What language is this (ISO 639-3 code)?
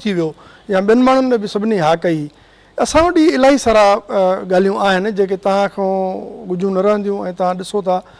snd